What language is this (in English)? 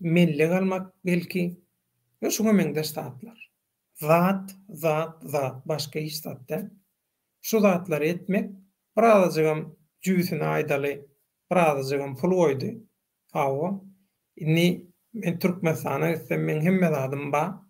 Turkmen